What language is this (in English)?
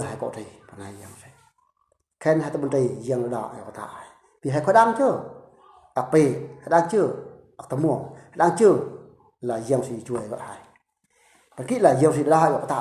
Eastern Bru